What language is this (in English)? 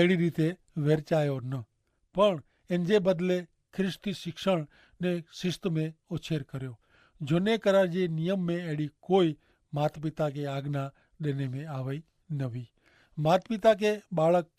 Kachhi